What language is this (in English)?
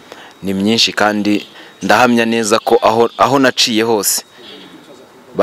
Kinyarwanda